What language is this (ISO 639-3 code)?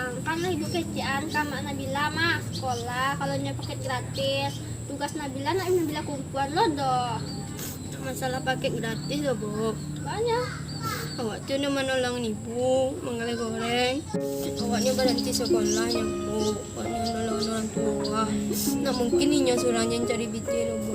min